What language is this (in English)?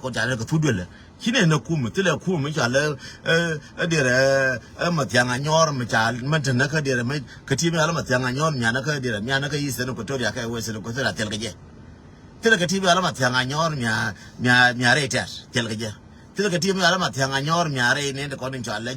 Nuer